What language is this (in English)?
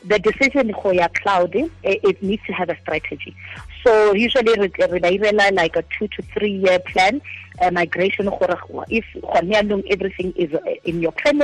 Tswana